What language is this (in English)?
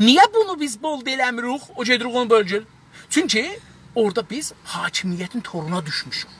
South Azerbaijani